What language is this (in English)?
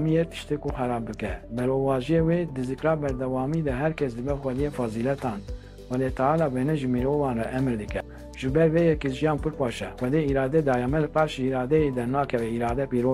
Kurdish